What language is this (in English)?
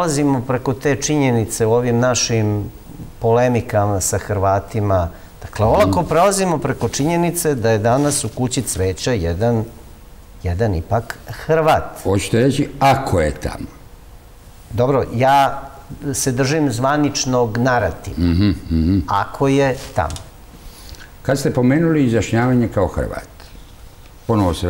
Serbian